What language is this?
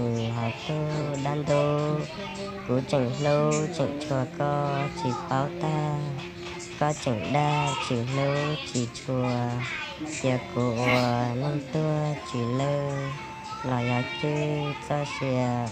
Hmong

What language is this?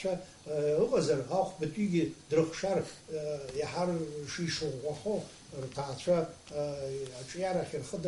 Abkhazian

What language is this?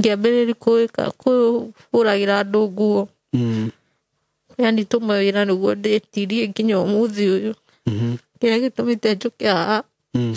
Kikuyu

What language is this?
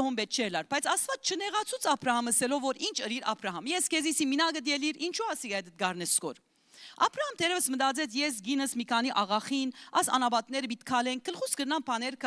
Western Armenian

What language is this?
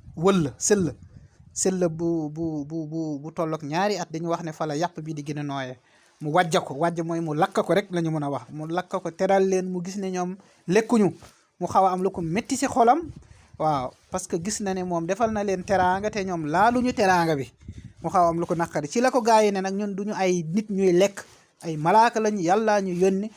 Wolof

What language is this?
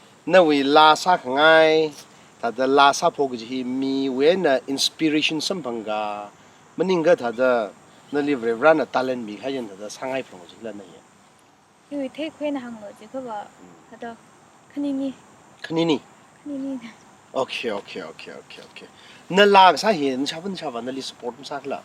Tangkhul Naga (India)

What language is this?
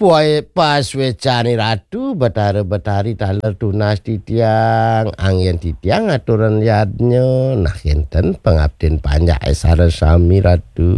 Balinese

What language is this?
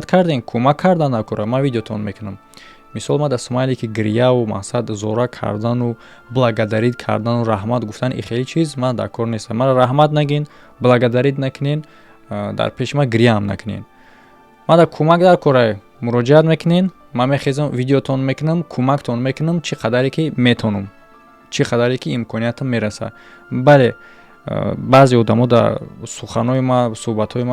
Tajik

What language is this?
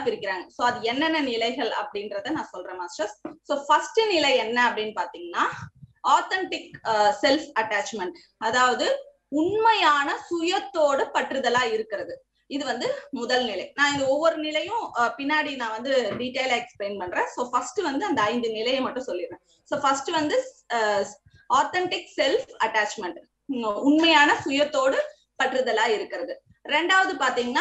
Tamil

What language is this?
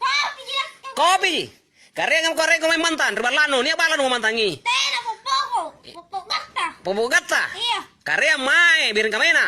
Makasar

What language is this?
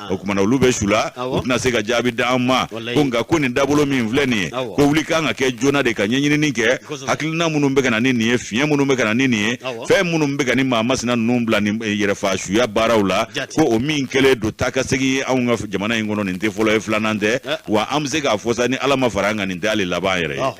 Bambara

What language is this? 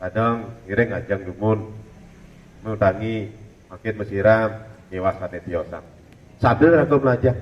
Balinese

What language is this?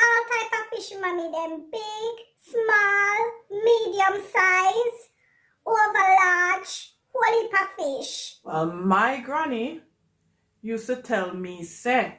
Jamaican Creole English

